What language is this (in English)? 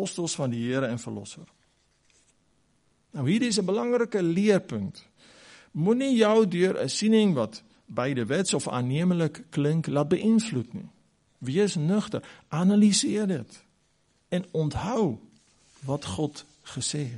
Afrikaans